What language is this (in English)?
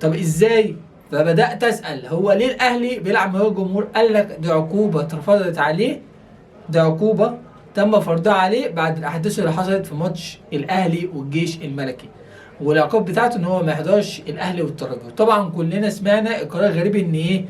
Egyptian Arabic